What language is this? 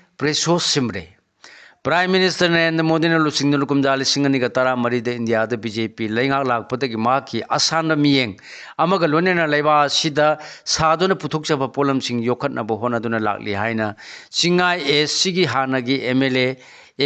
Manipuri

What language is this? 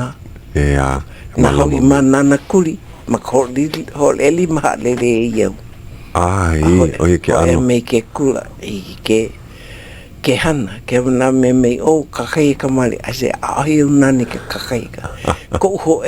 Hawaiian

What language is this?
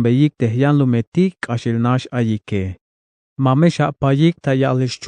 Tzeltal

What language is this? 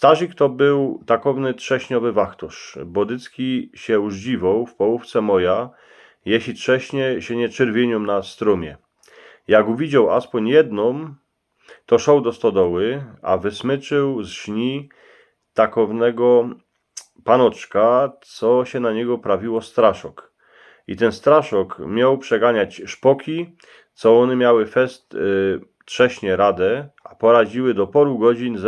Silesian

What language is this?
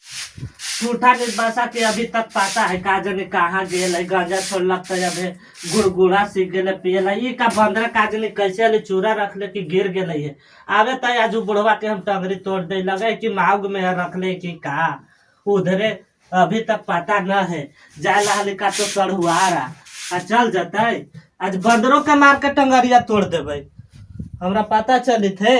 Magahi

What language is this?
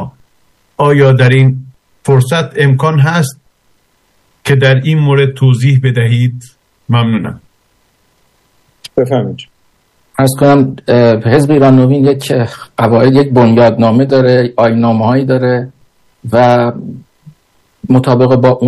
Persian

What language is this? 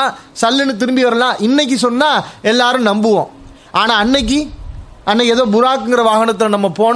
Tamil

